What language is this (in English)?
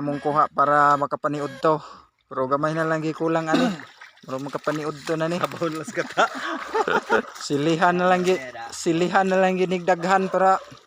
Cebuano